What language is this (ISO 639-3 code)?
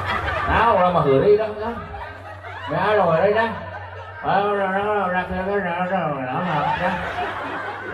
sun